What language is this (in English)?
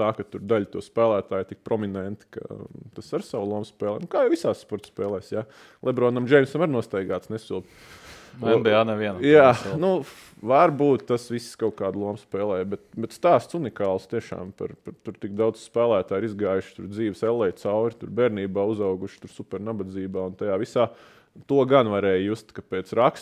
Latvian